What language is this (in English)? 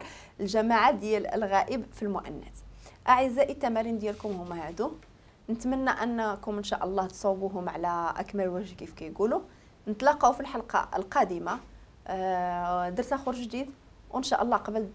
Moroccan Arabic